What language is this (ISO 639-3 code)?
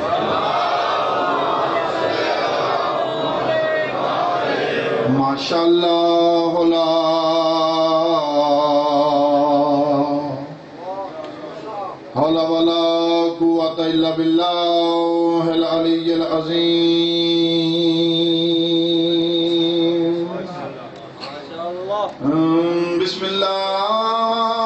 urd